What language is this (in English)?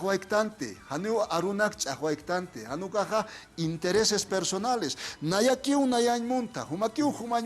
Aymara